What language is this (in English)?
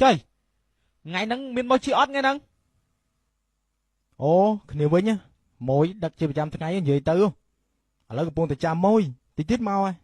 Khmer